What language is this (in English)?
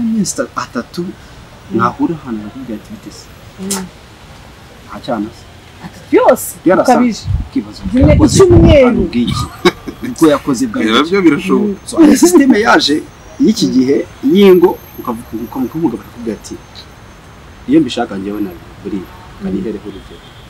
Kinyarwanda